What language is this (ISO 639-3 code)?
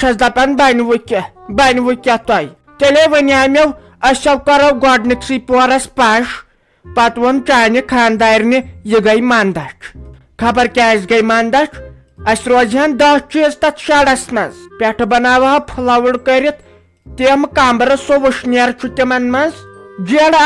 kas